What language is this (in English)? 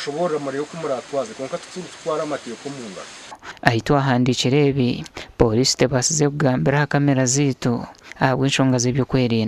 Nyankole